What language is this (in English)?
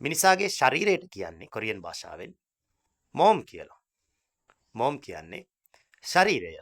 Sinhala